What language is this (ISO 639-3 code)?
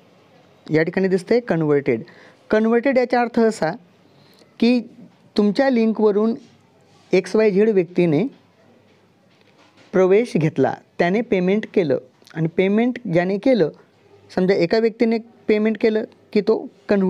mar